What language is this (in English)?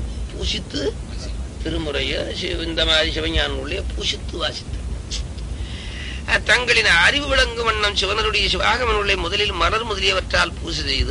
Tamil